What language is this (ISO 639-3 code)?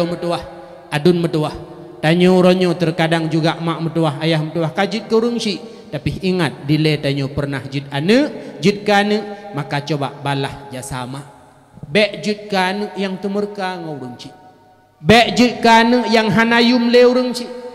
ace